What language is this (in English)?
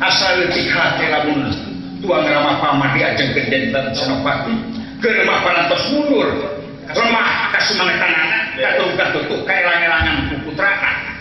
Sundanese